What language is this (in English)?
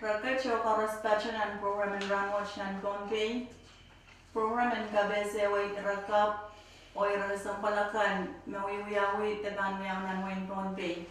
Pohnpeian